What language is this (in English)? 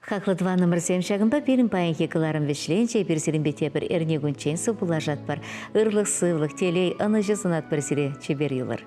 Chuvash